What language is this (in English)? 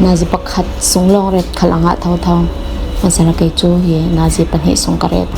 Falam Chin